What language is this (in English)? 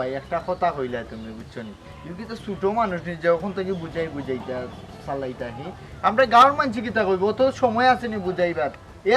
Sylheti